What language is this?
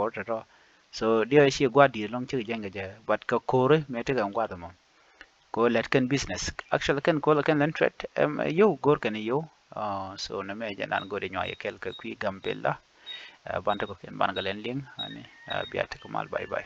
Nuer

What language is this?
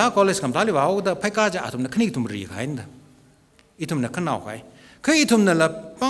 Tangkhul Naga (India)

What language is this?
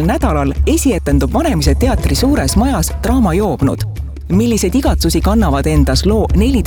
Estonian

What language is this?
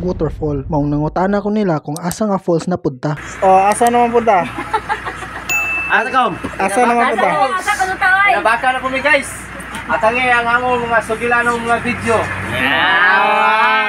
Cebuano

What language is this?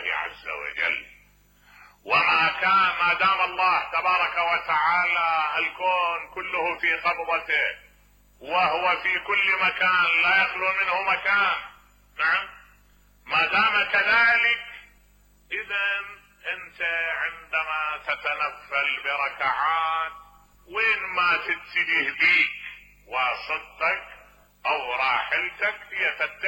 Mesopotamian Arabic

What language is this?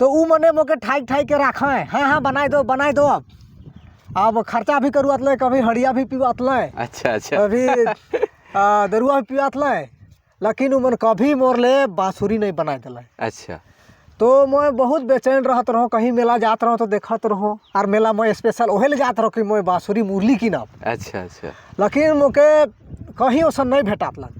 Sadri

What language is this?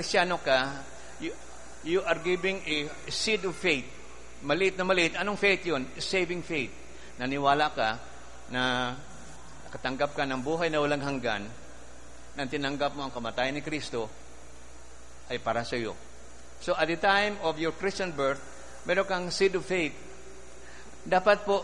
Filipino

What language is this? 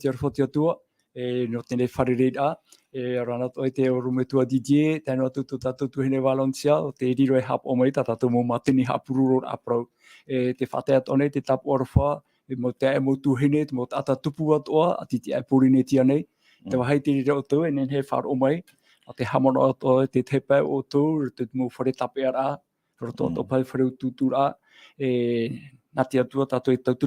Tahitian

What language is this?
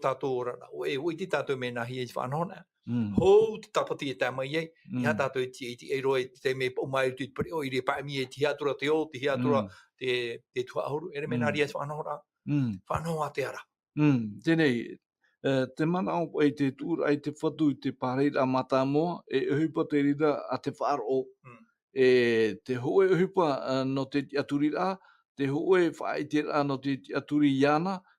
Tahitian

